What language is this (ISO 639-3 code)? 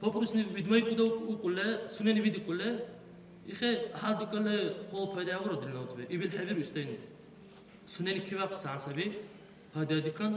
dar